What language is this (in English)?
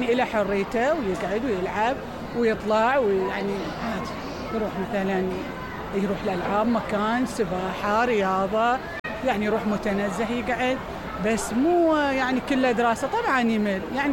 Mesopotamian Arabic